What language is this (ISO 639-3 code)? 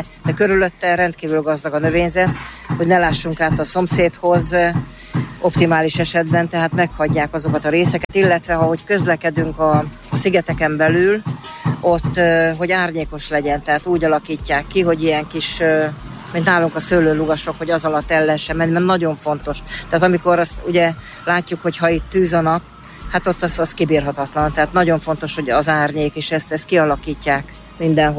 hun